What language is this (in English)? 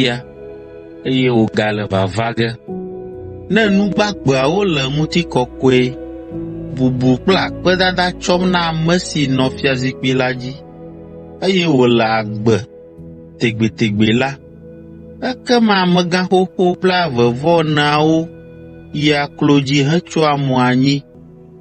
Ewe